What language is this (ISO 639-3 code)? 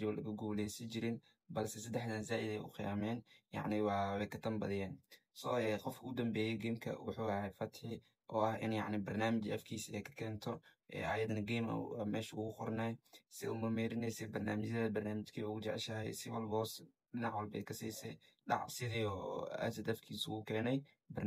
som